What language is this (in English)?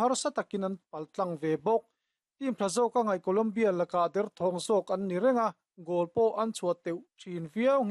Mizo